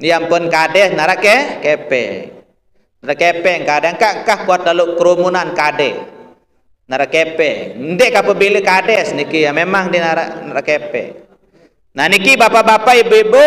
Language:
Sasak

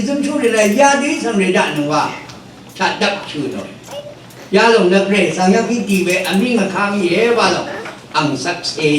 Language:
Rawang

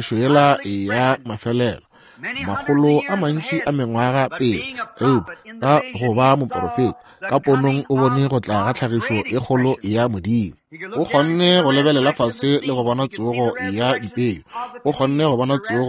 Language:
Northern Sotho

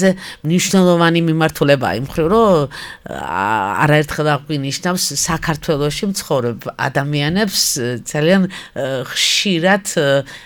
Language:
Georgian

